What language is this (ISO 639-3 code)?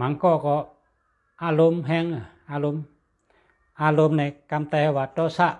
shn